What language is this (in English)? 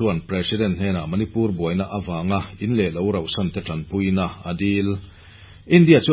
Mizo